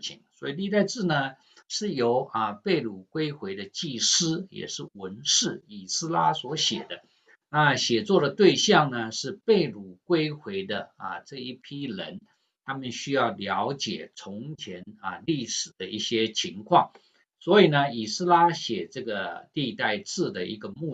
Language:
Chinese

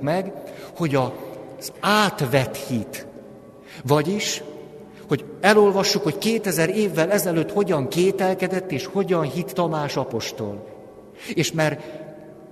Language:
Hungarian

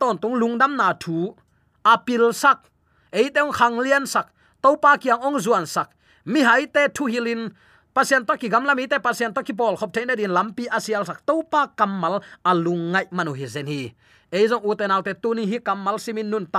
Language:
Tedim Chin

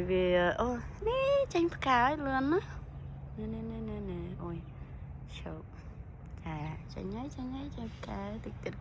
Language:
Khmer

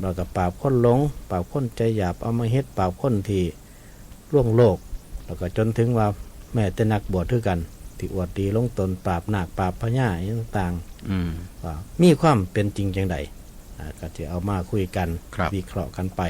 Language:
Northeastern Thai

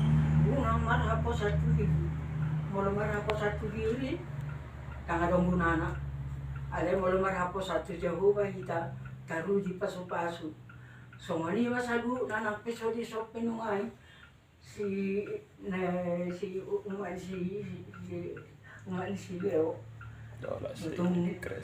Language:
Batak Toba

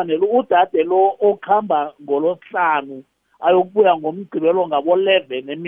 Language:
South Ndebele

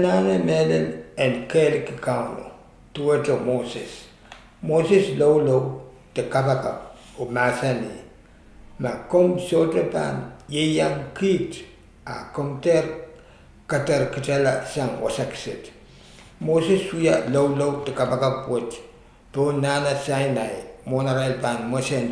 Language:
Pohnpeian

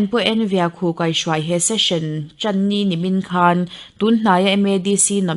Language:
Mizo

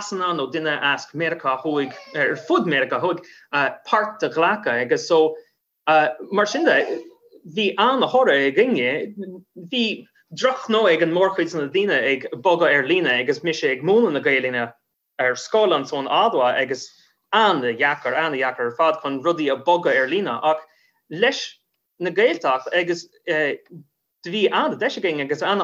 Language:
Irish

